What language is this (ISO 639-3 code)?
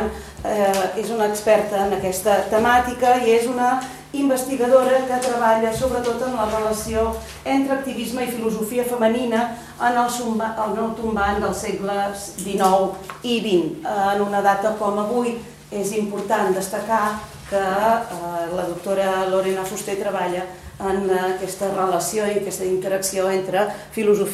cat